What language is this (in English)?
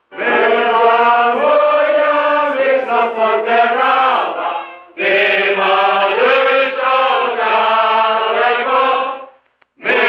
Rusyn